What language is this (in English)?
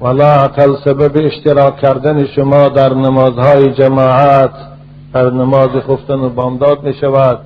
Tajik